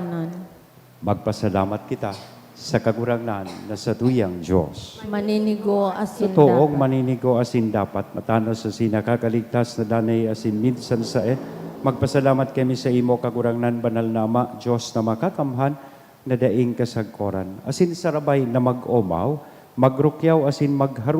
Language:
Bikol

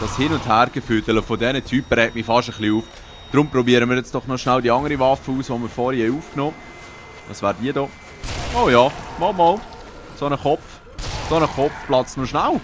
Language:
Swiss German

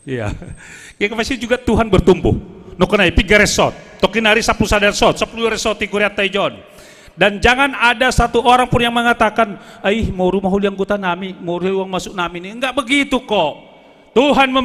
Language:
Batak Simalungun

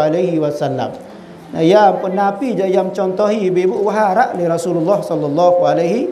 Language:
Sasak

